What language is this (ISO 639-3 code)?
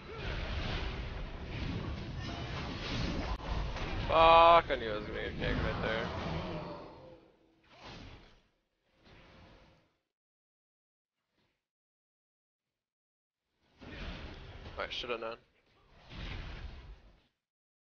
eng